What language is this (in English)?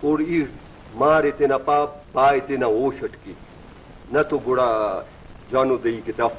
Brahui